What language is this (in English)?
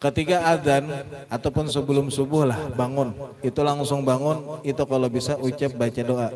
Banjar